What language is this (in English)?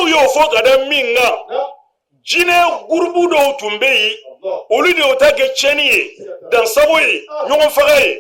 Bambara